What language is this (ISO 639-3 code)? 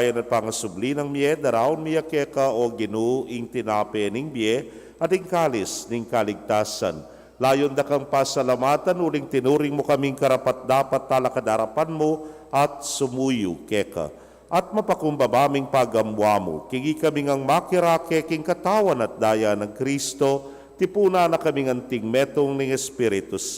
pam